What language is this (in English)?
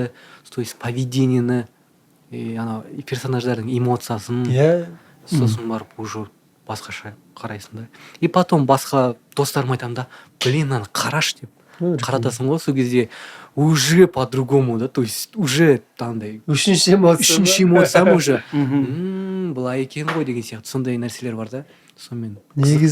Kazakh